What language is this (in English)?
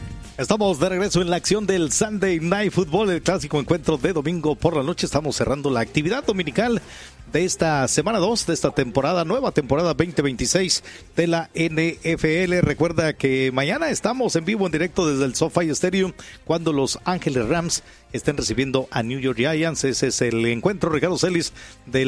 Spanish